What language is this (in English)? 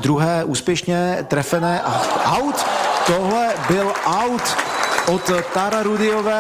Czech